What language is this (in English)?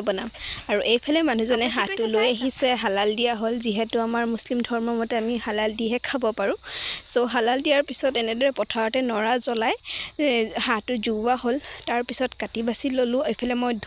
Assamese